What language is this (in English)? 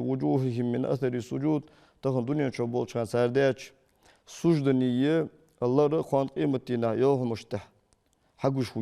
Ingush